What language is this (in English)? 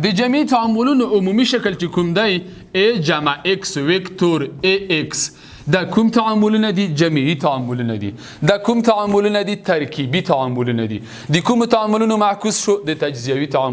Pashto